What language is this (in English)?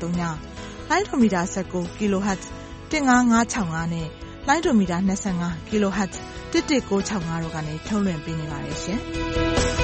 Burmese